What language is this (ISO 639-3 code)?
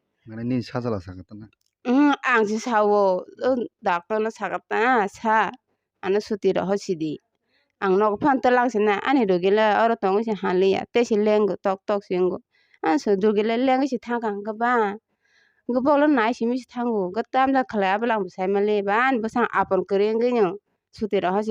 trp